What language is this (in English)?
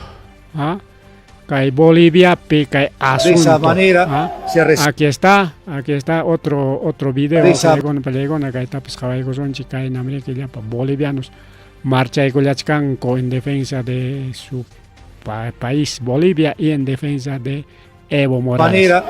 Ayacucho Quechua